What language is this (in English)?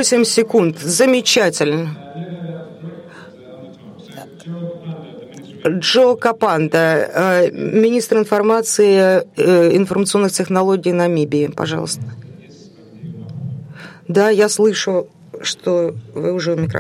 Russian